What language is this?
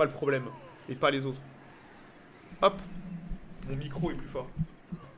French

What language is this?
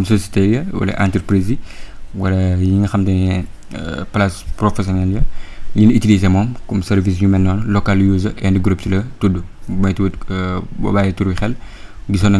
Wolof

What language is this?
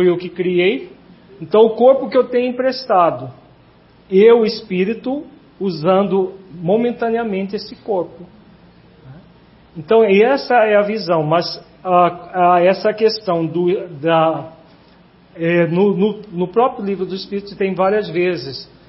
Portuguese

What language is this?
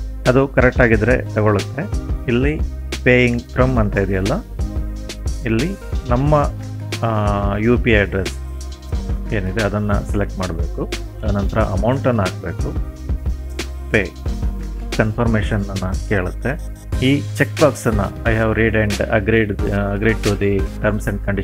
Kannada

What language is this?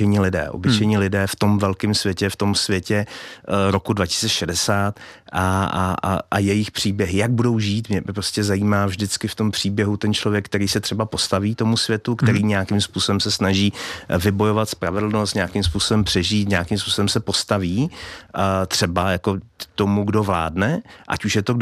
Czech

